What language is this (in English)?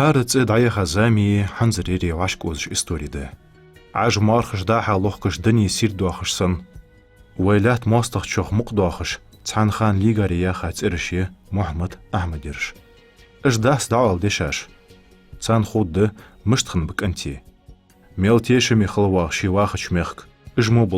Ingush